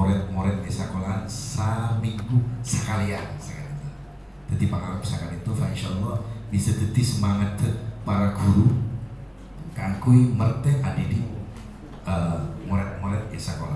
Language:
Madurese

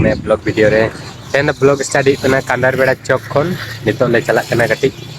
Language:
Santali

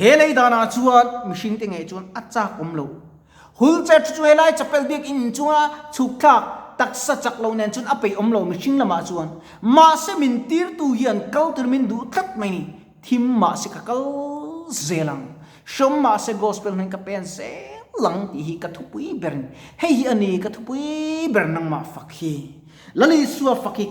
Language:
Mizo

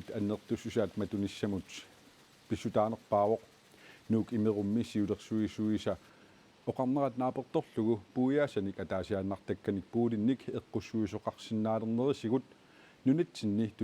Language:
Kalaallisut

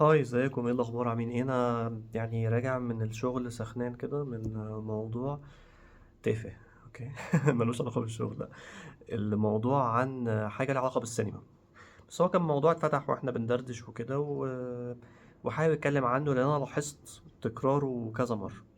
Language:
Egyptian Arabic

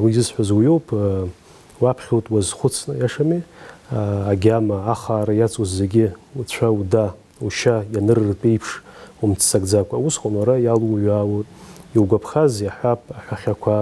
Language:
Abkhazian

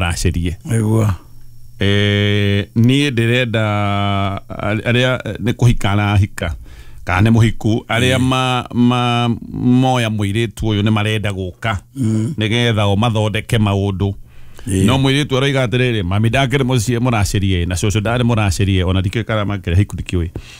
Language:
Kikuyu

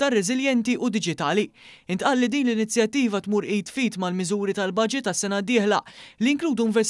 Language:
Maltese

